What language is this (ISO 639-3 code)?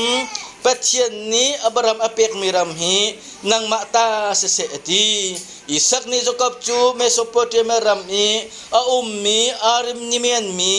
cnh